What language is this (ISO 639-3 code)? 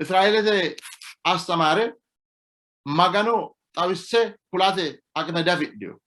sid